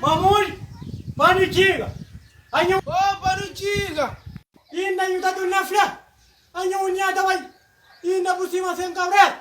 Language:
Kabuverdianu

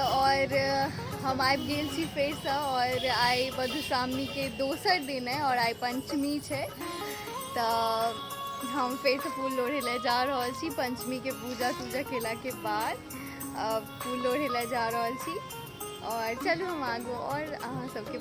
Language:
Maithili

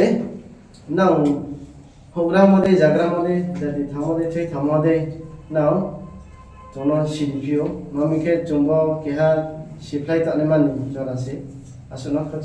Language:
Riang (India)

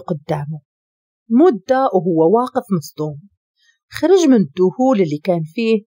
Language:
Moroccan Arabic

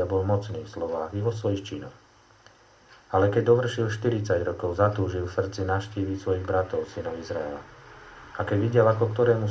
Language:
Slovak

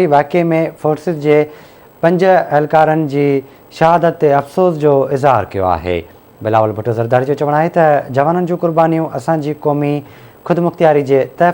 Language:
Sindhi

